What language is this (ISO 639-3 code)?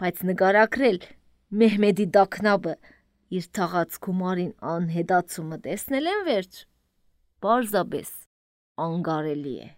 hye